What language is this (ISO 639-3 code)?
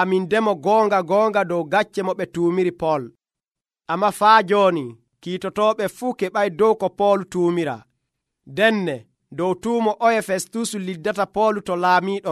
fuv